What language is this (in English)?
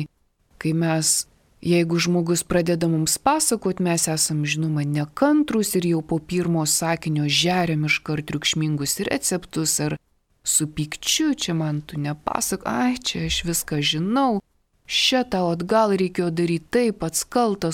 Lithuanian